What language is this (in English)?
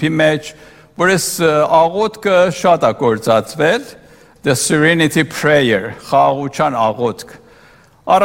Armenian